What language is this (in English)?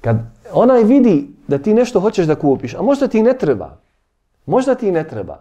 Bosnian